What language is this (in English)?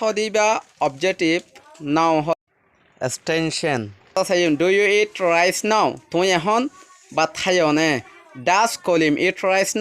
Rohingya